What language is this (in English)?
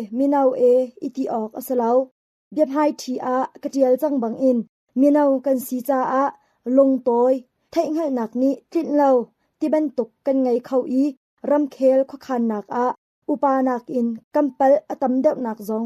Hakha Chin